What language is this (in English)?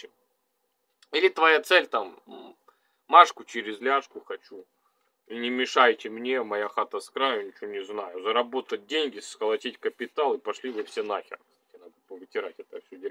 Russian